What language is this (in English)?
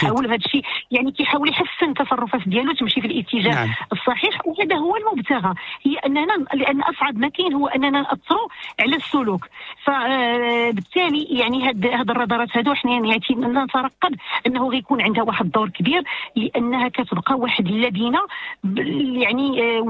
Moroccan Arabic